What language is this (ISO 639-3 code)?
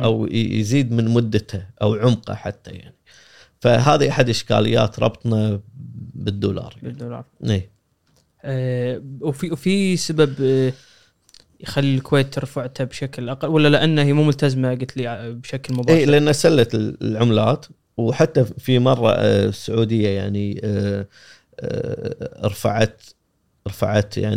afb